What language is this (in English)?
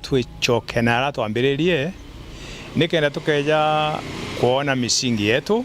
Meru